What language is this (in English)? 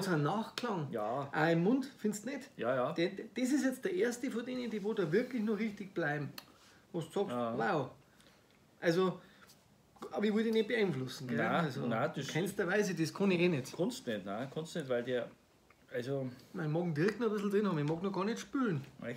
Bavarian